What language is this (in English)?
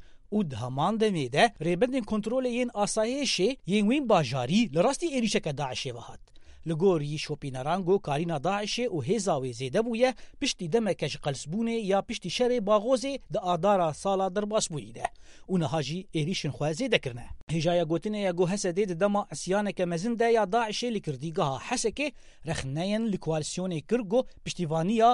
Kurdish